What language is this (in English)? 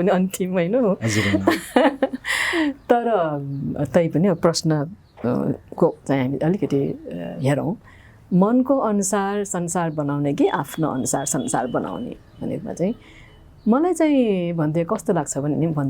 Nepali